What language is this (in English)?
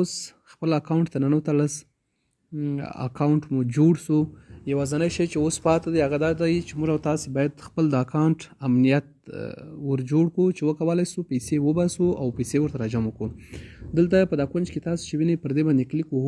Pashto